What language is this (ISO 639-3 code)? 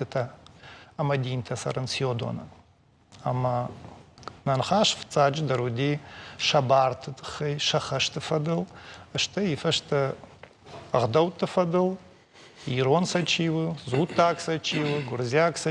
oss